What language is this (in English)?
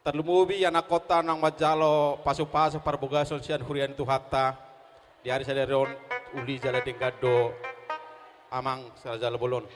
Batak Toba